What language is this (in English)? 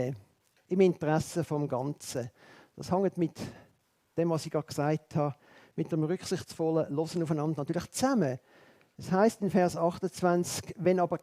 Swiss German